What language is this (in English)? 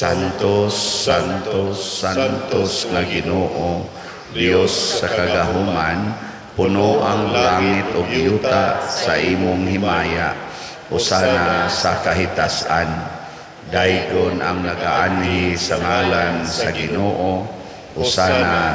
Cebuano